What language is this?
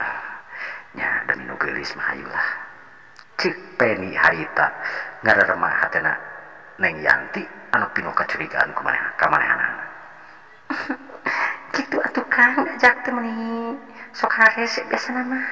Sundanese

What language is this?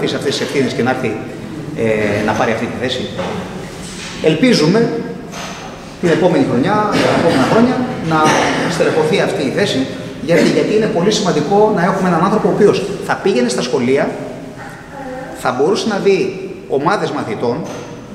Greek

